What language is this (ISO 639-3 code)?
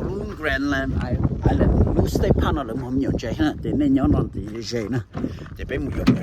hmn